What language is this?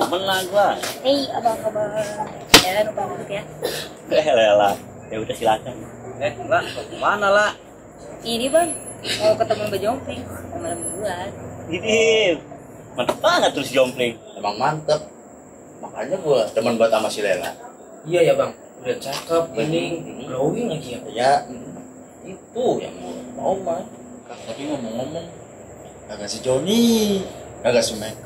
Betawi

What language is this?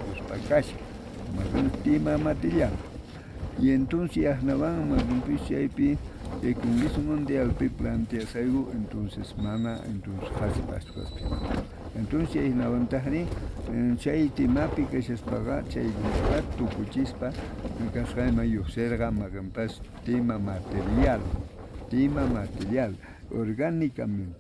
South Bolivian Quechua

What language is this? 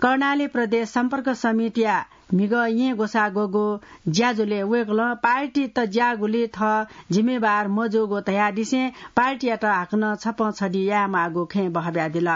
Newari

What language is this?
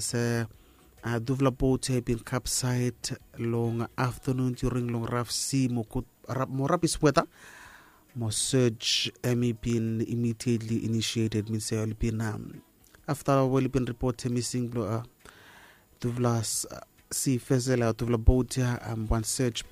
Bislama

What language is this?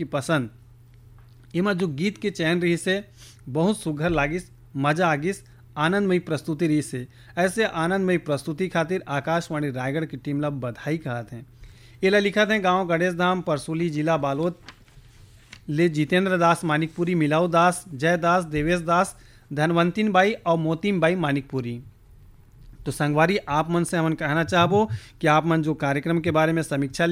Chhattisgarhi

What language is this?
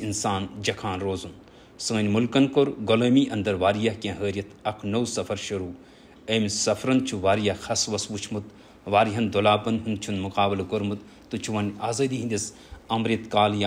Kashmiri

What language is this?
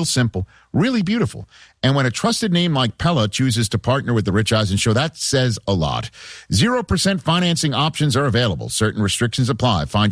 English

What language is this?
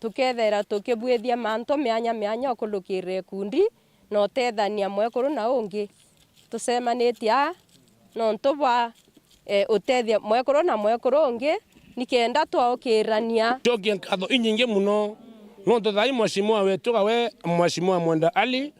Meru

